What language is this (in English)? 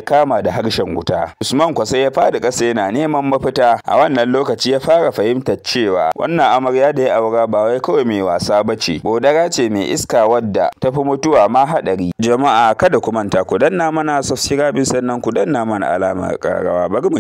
Hausa